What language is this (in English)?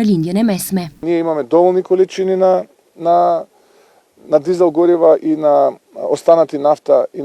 Albanian